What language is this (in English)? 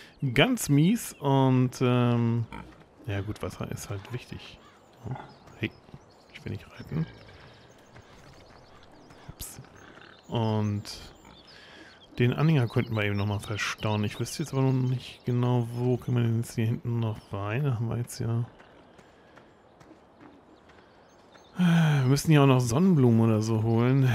German